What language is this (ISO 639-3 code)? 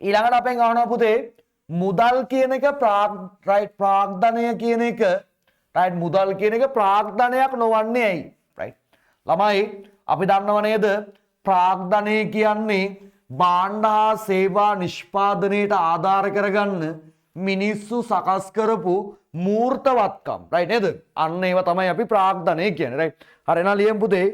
sin